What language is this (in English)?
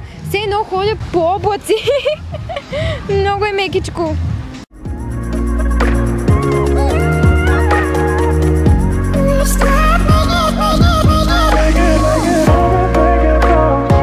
Bulgarian